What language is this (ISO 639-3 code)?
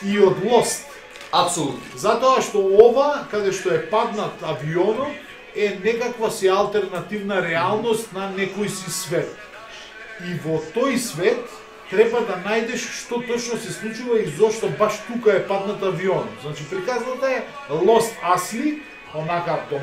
mkd